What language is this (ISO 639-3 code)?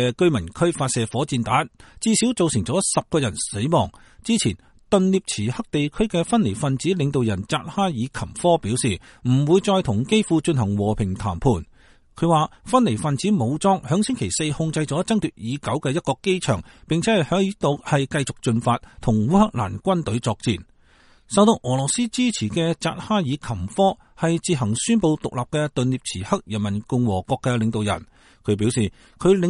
yue